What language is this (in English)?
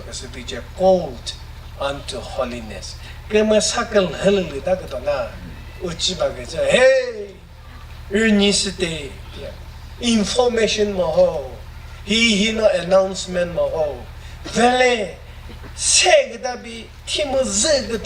Chokri Naga